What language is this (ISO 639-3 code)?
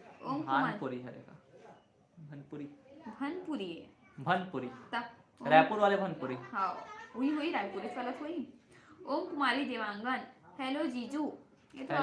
hne